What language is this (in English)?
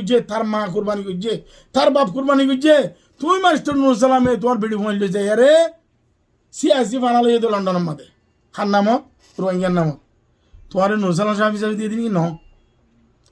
Rohingya